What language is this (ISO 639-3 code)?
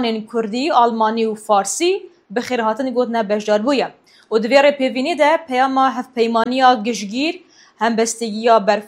kur